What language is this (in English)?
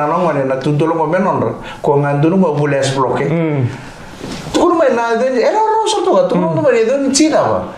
Fijian